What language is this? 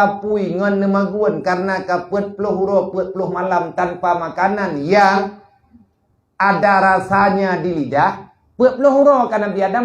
Achinese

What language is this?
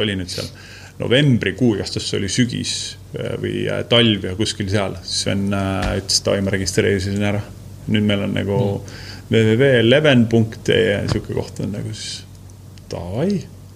Estonian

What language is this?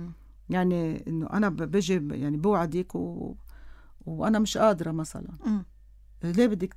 North Levantine Arabic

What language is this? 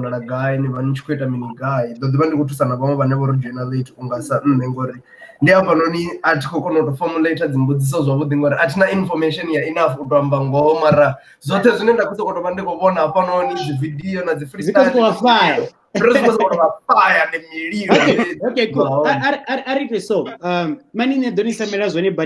Venda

